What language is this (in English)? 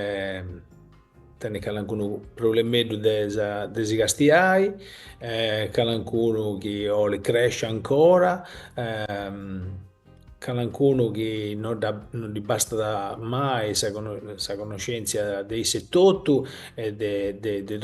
Sardinian